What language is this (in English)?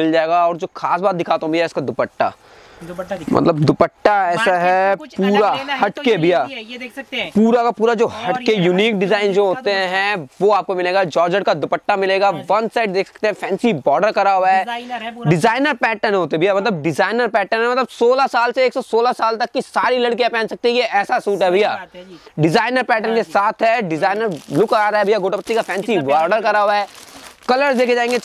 Hindi